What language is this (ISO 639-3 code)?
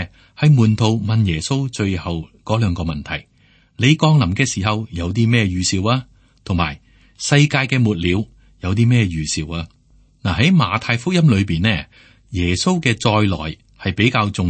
yue